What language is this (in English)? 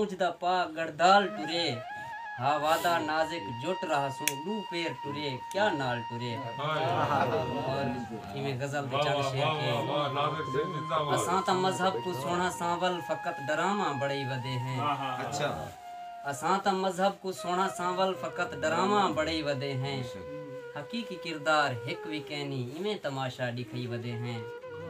Saraiki